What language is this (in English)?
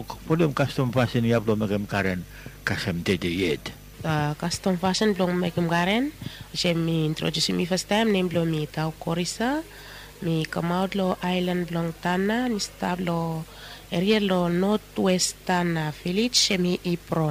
Bislama